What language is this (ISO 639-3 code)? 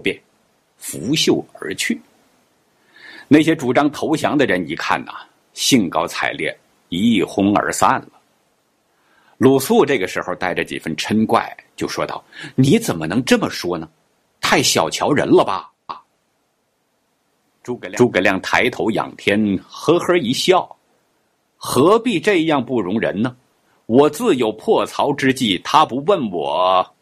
zho